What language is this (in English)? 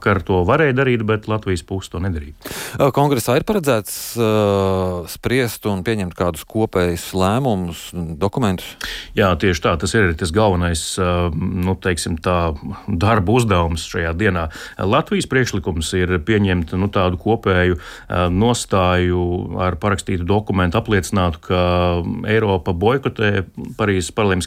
Latvian